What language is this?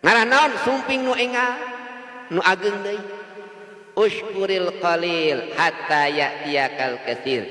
Sundanese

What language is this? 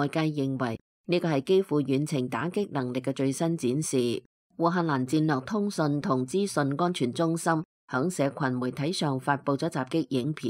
Cantonese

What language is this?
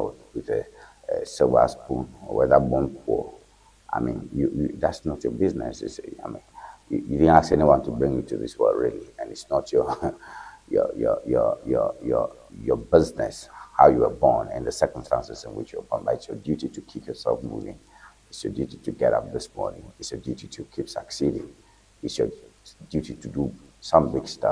Ewe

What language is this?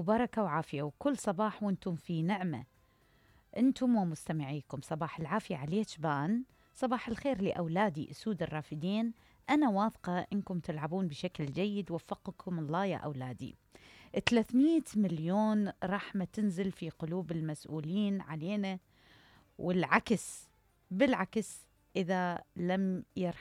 Mesopotamian Arabic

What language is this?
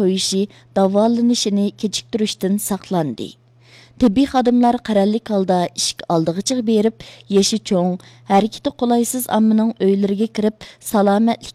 Uyghur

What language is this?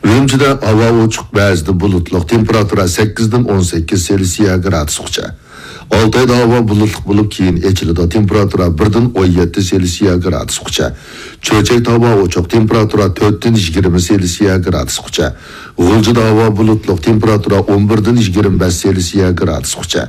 Uyghur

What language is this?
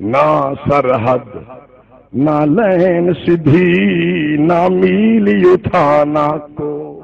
Saraiki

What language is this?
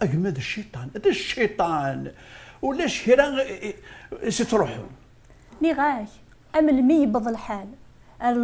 Kabyle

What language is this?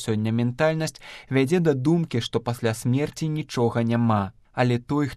Belarusian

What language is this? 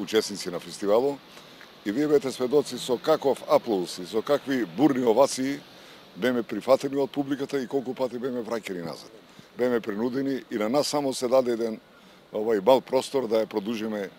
Macedonian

